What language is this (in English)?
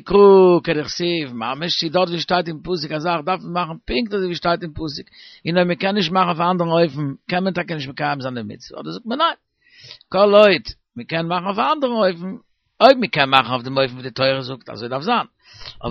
Yiddish